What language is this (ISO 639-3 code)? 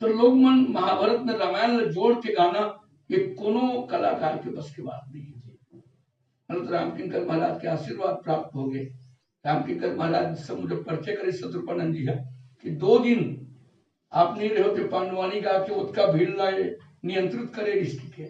hne